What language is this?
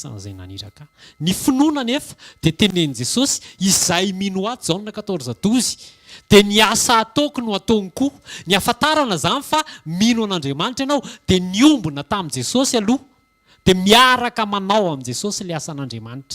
Malagasy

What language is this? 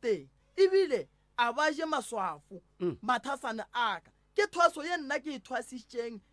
Northern Sotho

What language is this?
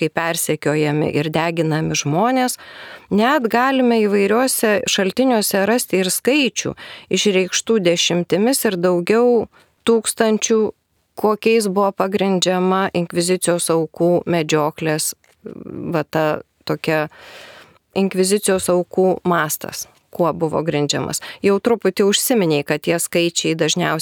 Lithuanian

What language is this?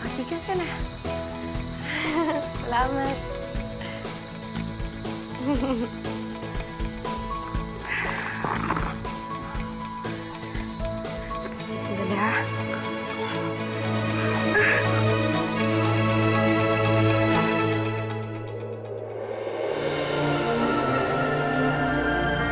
Filipino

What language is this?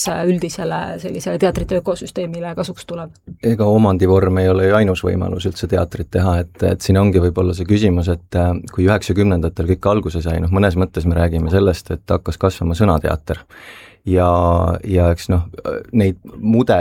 Estonian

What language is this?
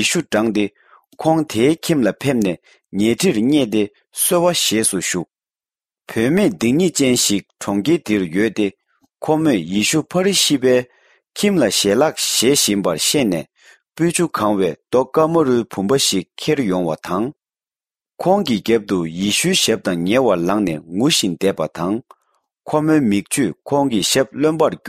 Tibetan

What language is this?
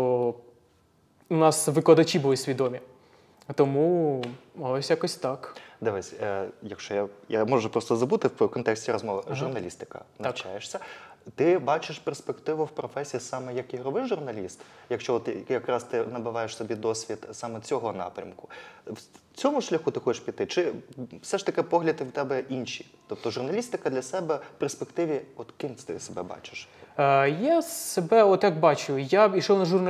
Ukrainian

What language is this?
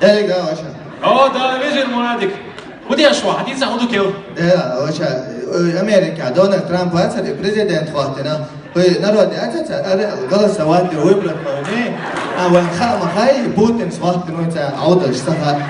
Chechen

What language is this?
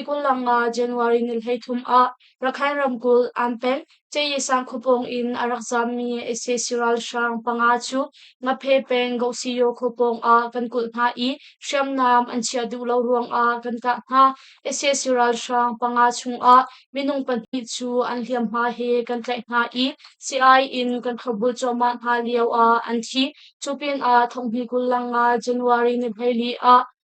Hakha Chin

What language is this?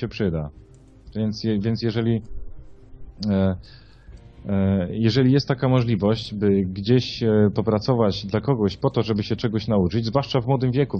Polish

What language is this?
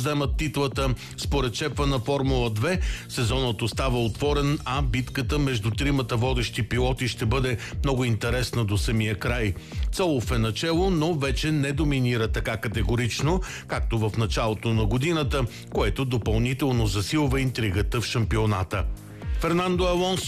Bulgarian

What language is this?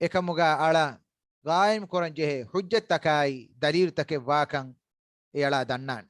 Divehi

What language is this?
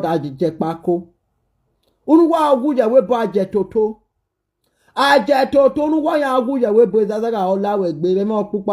Nigerian Pidgin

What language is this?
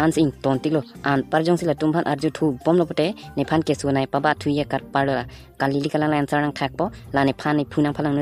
Karbi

